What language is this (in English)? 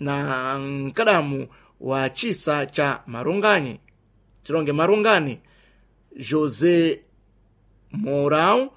Sena